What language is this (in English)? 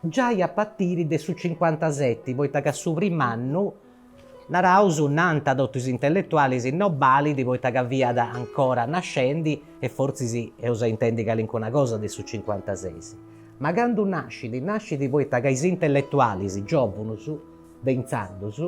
Sardinian